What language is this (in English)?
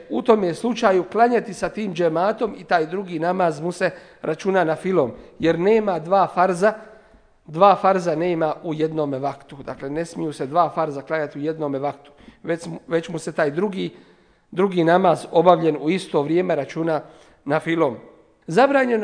Bosnian